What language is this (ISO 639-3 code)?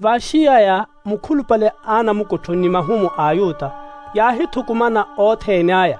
vmw